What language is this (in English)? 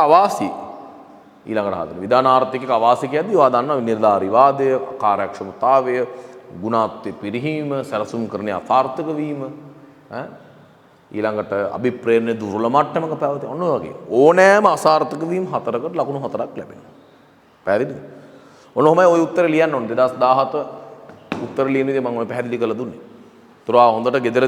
Sinhala